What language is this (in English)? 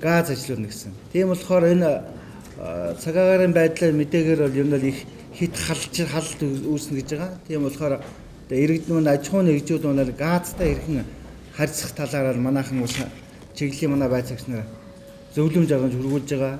Mongolian